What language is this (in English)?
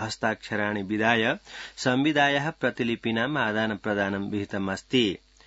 Sanskrit